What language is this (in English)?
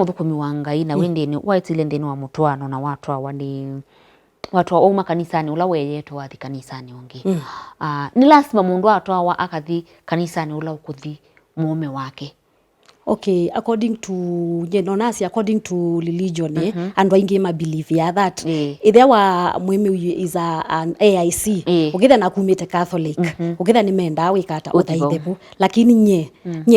Kamba